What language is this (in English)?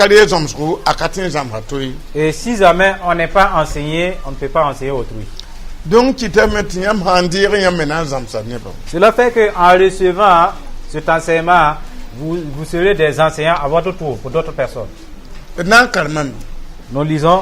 Mossi